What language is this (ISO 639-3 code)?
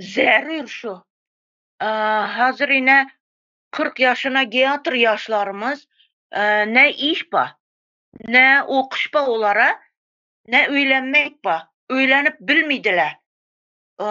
tuk